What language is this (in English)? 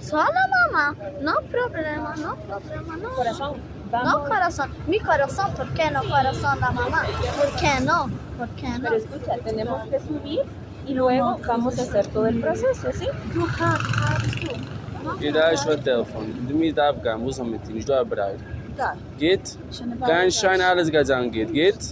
Yiddish